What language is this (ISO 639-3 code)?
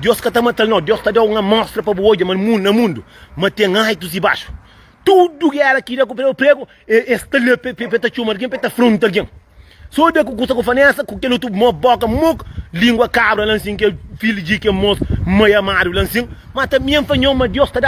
kea